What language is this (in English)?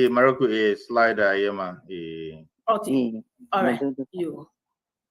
Ewe